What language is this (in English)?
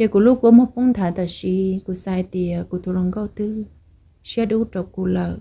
Hmong